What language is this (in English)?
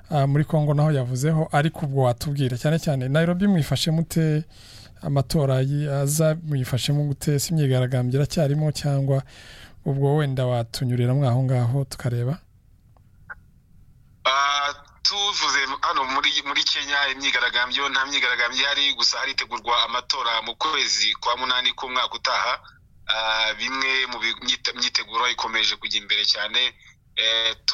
Kinyarwanda